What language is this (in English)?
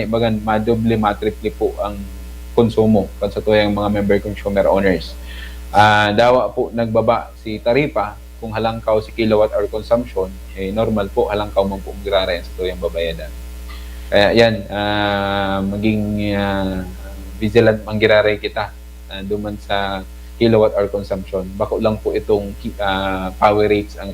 Bikol